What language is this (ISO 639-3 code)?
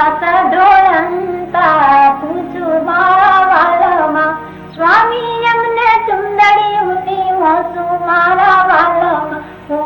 guj